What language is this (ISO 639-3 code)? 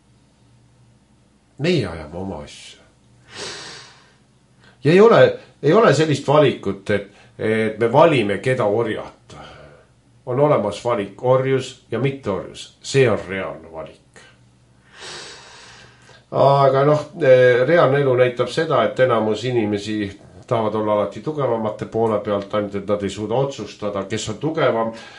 est